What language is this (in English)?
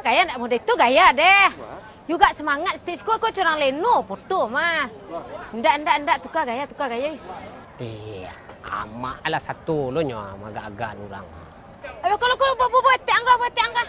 Minangkabau